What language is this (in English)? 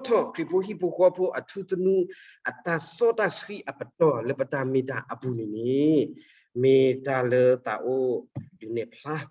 S'gaw Karen